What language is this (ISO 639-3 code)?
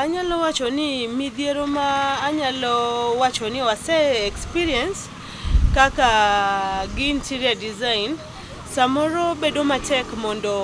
luo